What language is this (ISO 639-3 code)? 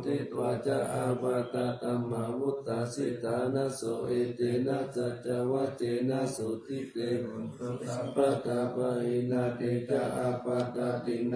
pli